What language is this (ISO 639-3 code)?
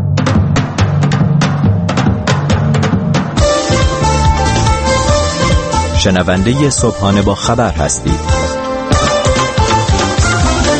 fas